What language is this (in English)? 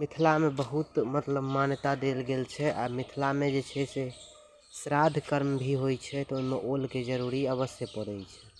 Maithili